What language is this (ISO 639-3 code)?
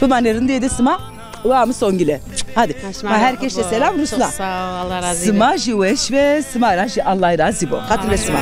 zza